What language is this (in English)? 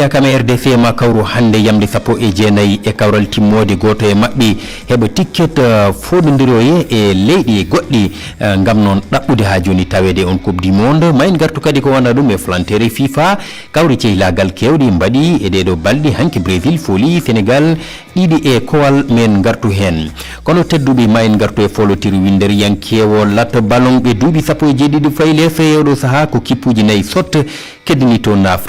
Fula